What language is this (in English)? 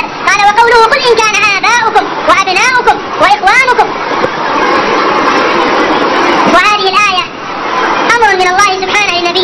Arabic